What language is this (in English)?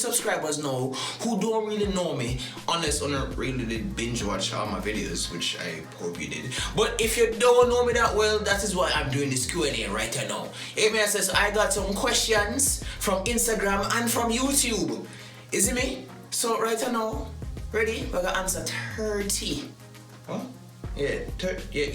Jamaican Creole English